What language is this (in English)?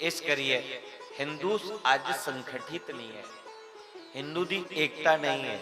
Dogri